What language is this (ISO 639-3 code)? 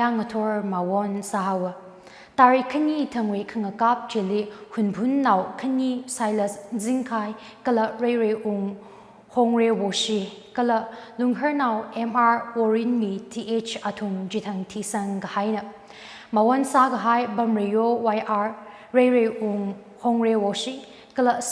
nmf